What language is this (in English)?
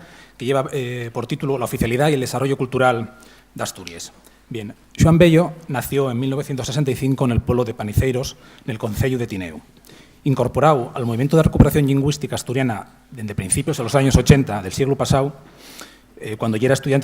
Asturian